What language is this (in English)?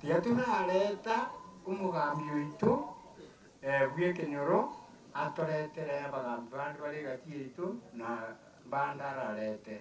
Gusii